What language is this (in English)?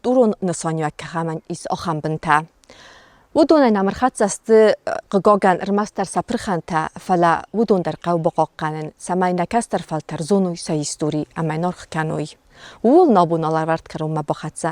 Ossetic